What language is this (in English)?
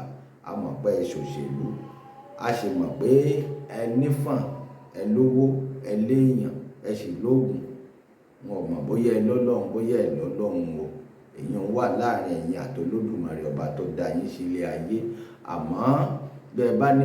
Yoruba